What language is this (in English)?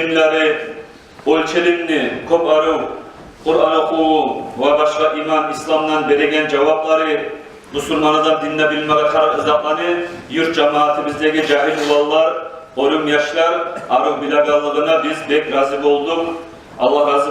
Kumyk